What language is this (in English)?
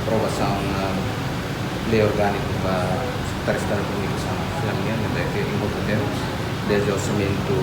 Tetum